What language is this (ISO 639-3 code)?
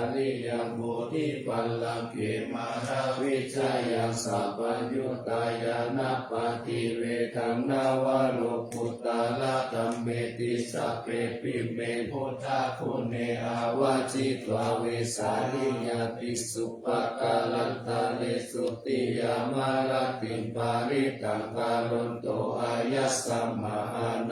pli